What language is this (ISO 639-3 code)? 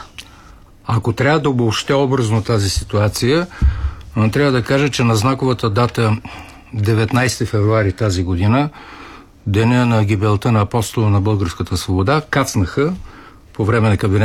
bul